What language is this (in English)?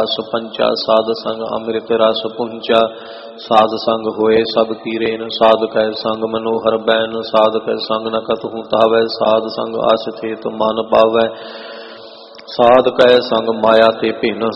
Punjabi